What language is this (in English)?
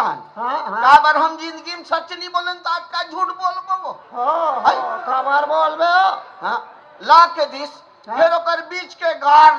Chhattisgarhi